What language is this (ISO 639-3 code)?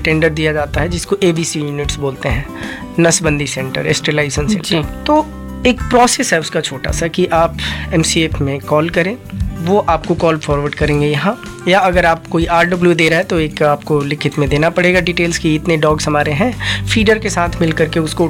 hin